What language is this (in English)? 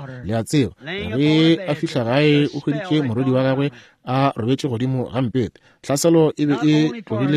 Northern Sotho